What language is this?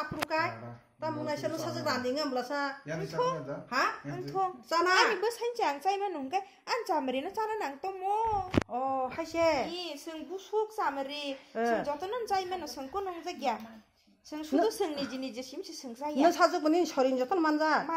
Kok Borok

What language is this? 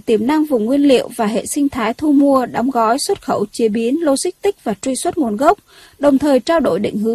Vietnamese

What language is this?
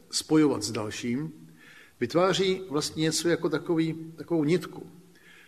Czech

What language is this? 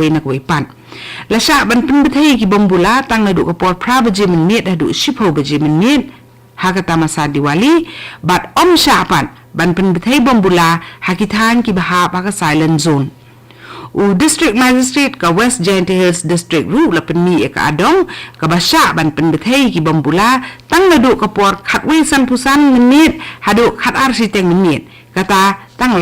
Khasi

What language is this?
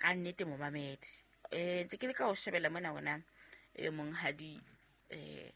Southern Sotho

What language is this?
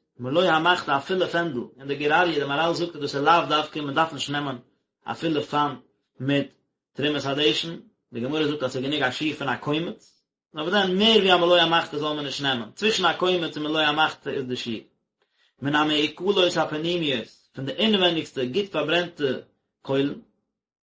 Yiddish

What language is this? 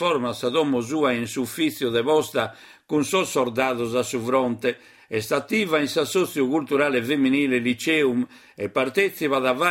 Sardinian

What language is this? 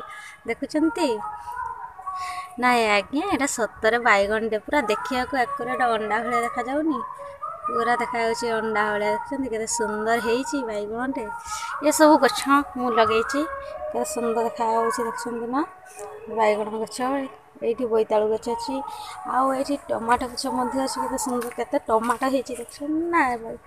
Odia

